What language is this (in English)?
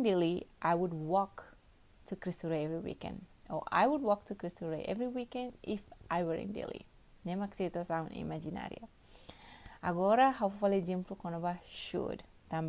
Tetum